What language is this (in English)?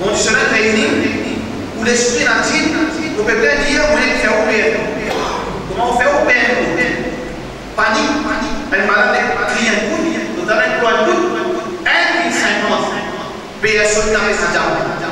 Morisyen